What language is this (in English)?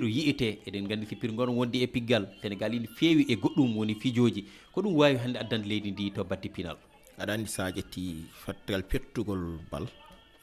Fula